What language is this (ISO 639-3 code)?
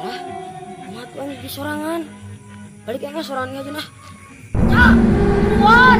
sun